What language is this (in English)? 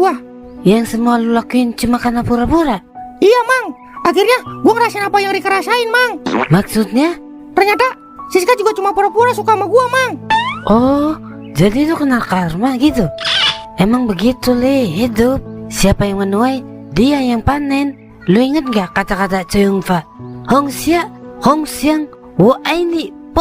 Betawi